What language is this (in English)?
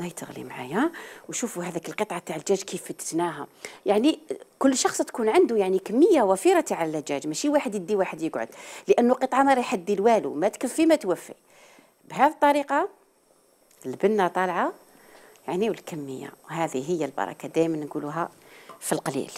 Algerian Arabic